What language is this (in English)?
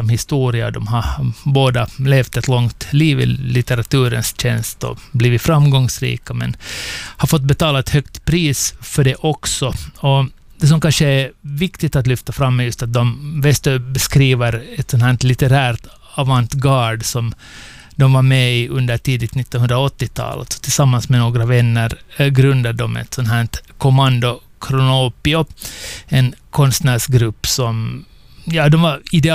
Swedish